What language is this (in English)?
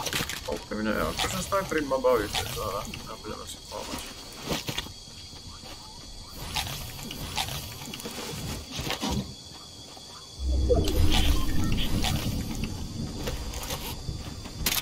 Slovak